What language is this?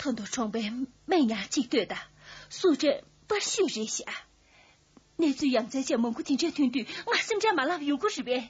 Tibetan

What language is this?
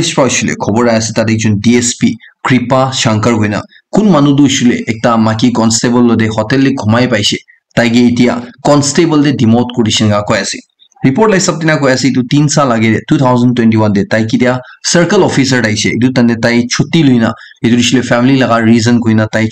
Naga Pidgin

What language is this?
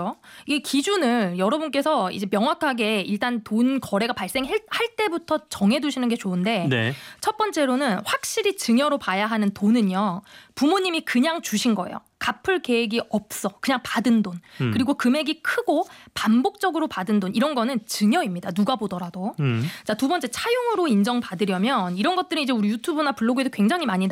Korean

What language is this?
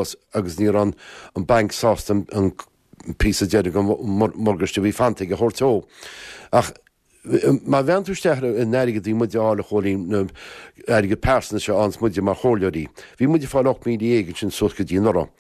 Irish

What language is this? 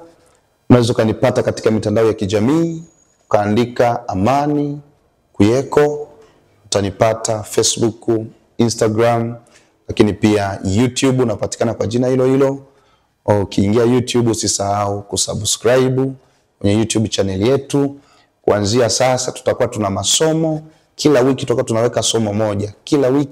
Swahili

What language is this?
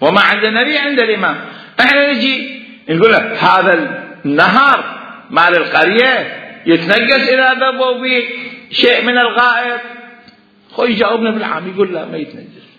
Mesopotamian Arabic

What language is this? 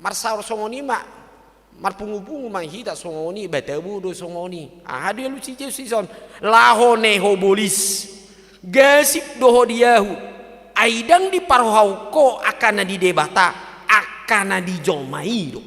Batak Toba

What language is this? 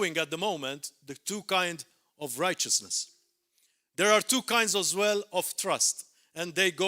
English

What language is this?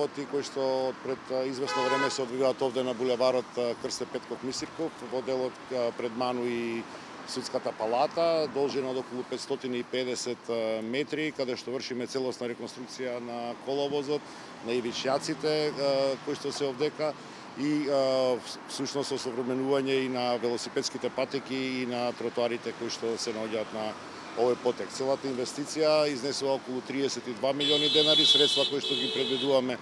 Macedonian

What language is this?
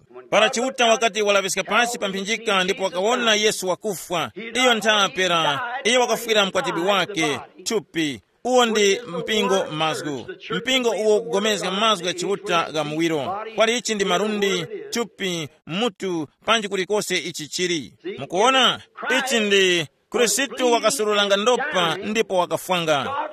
Tumbuka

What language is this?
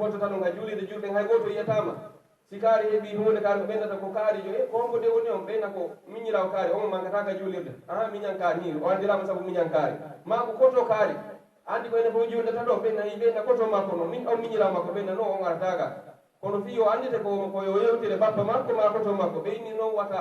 Pular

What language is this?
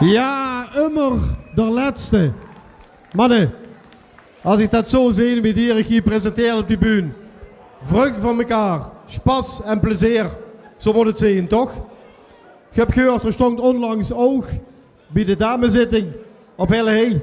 Limburgish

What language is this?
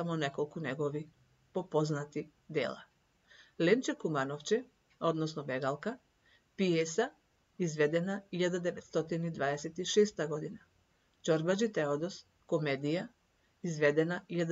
Macedonian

